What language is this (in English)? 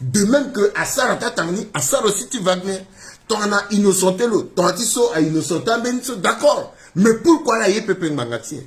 Sango